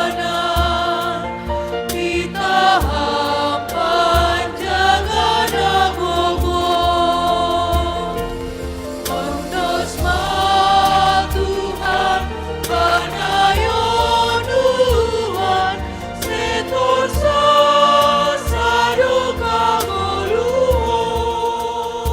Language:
Batak Simalungun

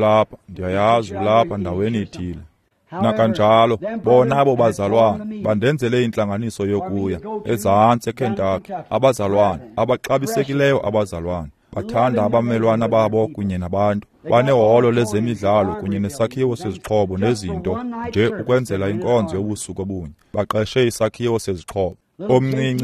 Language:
Xhosa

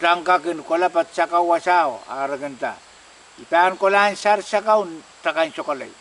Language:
Pohnpeian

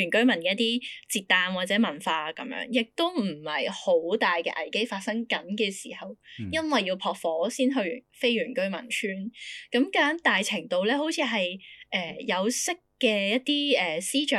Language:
Cantonese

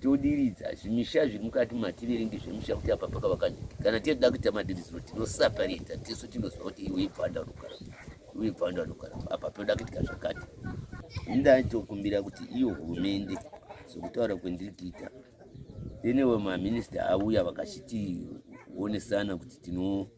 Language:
Shona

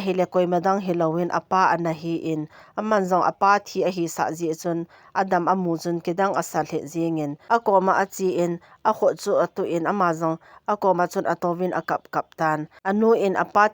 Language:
Thado Chin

